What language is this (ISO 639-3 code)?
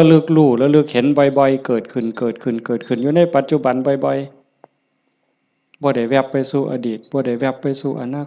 tts